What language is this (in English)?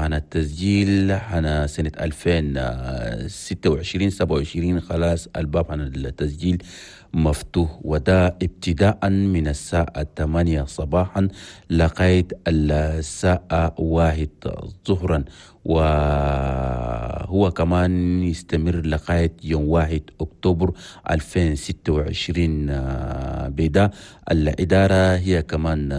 Chadian Arabic